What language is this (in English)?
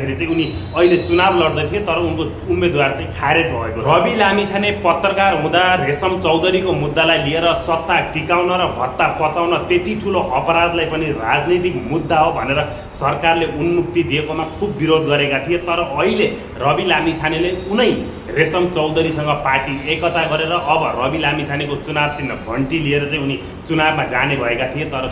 Nepali